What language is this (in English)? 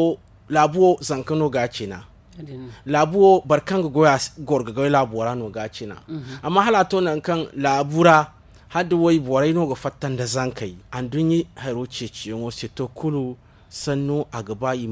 Zarma